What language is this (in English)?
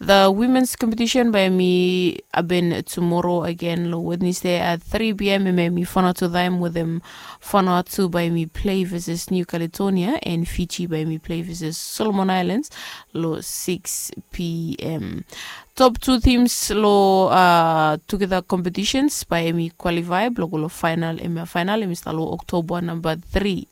Bislama